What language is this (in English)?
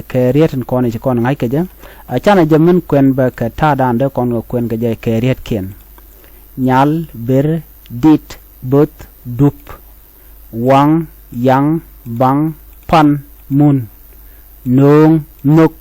Nuer